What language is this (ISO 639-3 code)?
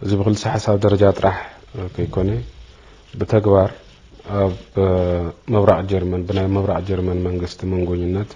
tir